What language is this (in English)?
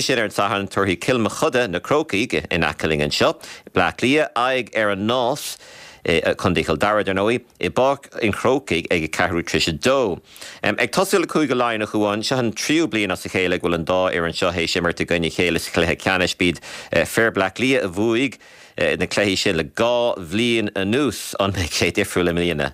Irish